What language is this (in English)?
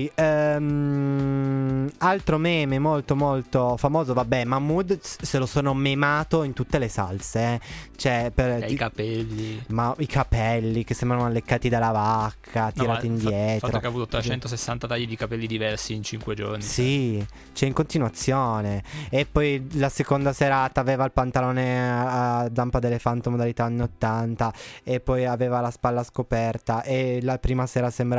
Italian